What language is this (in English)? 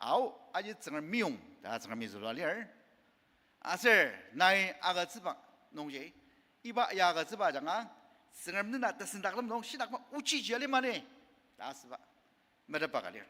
Ao Naga